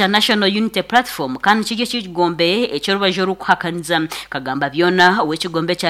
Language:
Nyankole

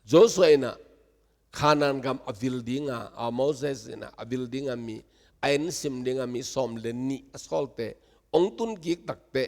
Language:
Tedim Chin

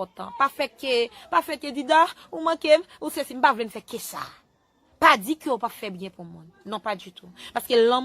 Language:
Haitian Creole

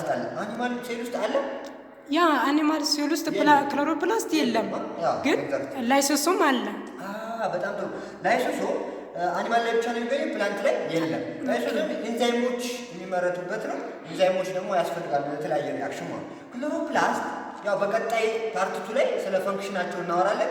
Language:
Amharic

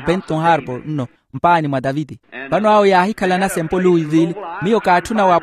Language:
Makhuwa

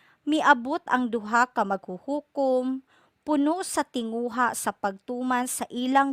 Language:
Cebuano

